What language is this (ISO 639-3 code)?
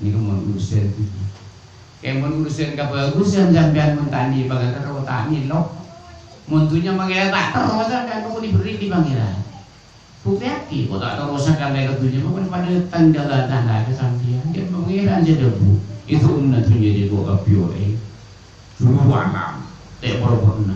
mad